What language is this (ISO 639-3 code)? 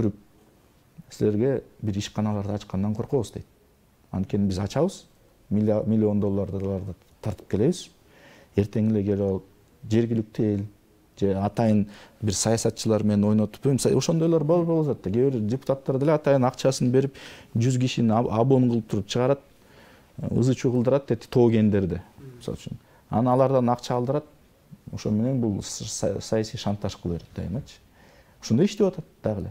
kir